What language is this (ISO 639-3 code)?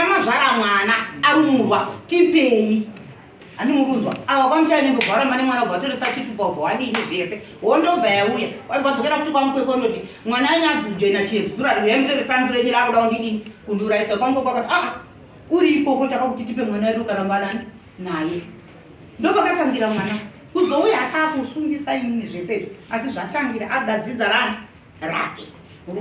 sna